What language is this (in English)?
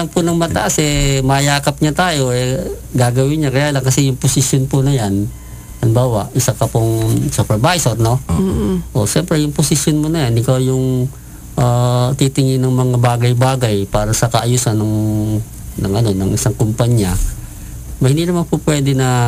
Filipino